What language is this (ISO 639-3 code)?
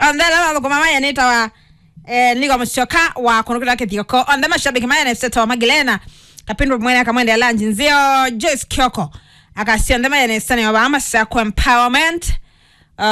kam